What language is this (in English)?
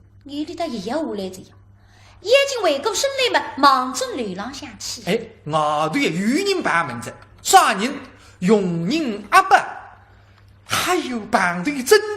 Wu Chinese